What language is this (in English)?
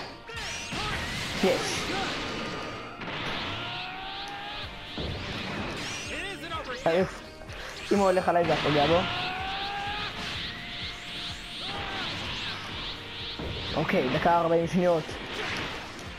Hebrew